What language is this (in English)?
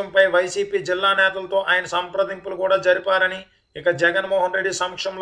Telugu